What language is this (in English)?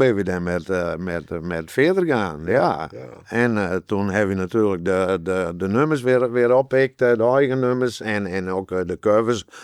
Western Frisian